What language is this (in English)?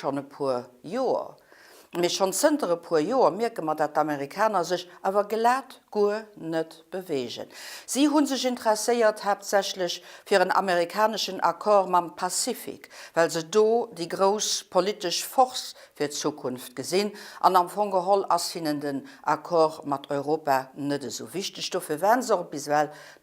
Luxembourgish